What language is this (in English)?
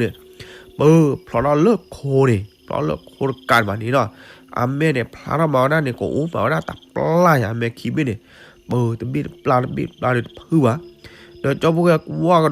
S'gaw Karen